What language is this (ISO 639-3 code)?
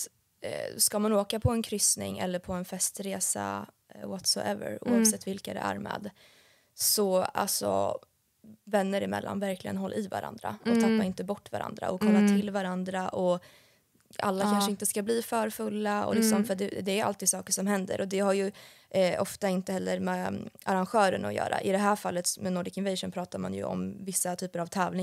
swe